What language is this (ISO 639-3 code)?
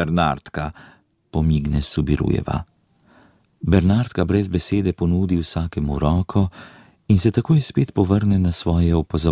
slv